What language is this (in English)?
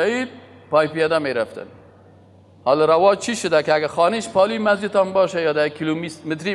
Persian